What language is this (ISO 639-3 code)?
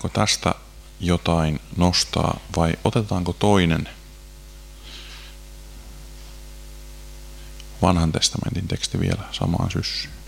fin